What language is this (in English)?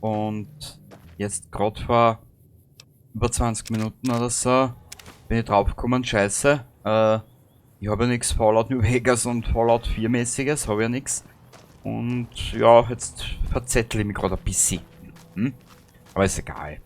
Bavarian